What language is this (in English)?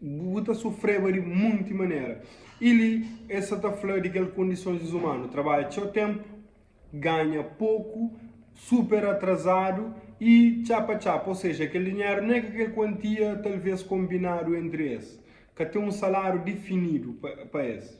Kabuverdianu